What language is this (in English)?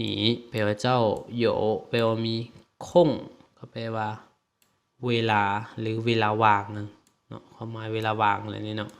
Lao